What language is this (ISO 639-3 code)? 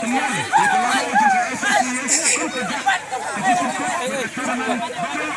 kha